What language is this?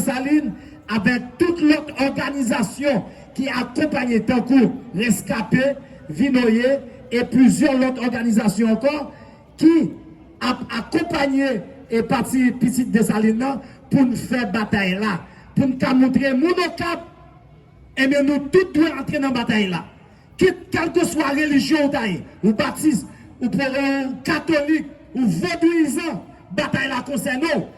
Haitian Creole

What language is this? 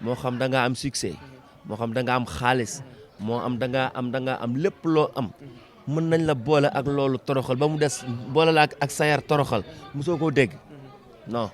Wolof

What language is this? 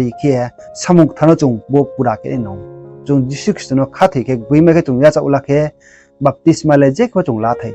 Riang (India)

